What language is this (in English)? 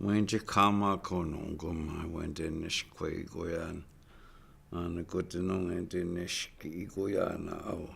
Chippewa